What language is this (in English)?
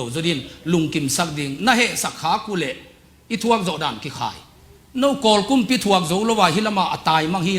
Tedim Chin